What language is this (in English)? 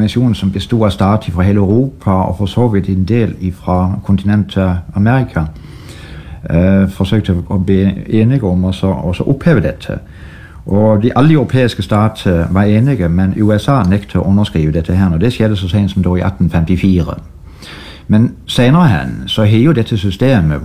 Norwegian